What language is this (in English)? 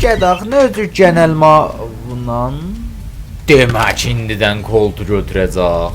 South Azerbaijani